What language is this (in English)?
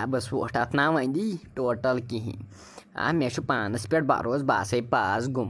Kashmiri